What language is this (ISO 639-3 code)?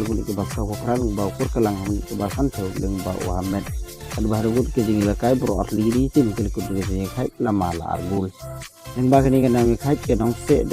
kha